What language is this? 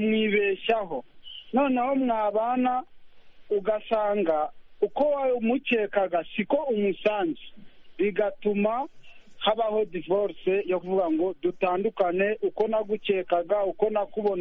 Kinyarwanda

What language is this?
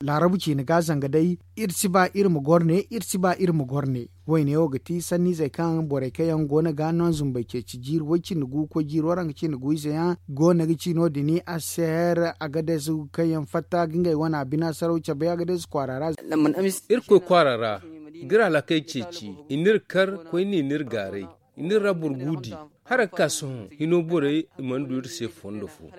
Zarma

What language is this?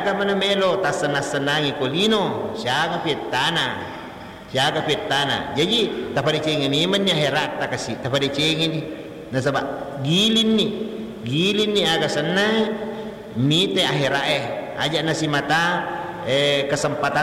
Buginese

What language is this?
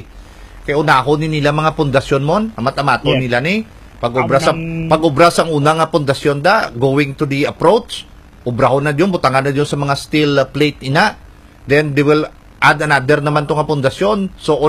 Hiligaynon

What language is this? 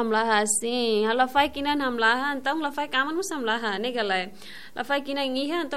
Tetum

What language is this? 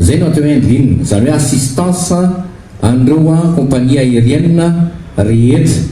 Malagasy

